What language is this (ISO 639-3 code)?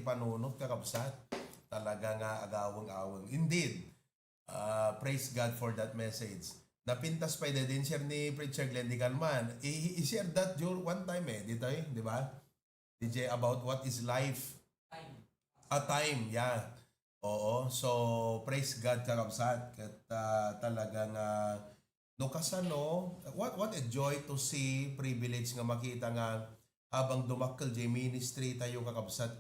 ilo